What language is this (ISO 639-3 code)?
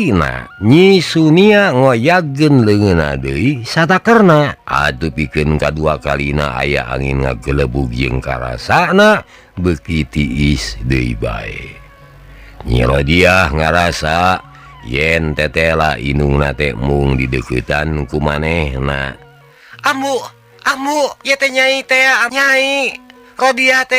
sun